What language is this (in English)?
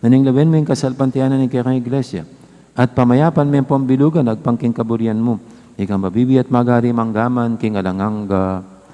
Pampanga